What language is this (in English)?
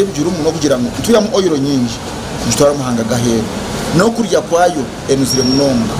Nyankole